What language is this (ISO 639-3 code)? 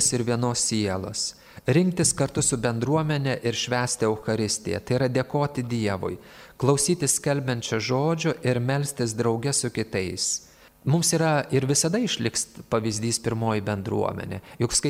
lit